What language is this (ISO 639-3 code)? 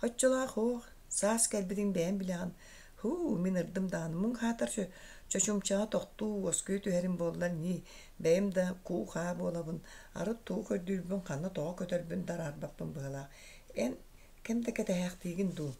sah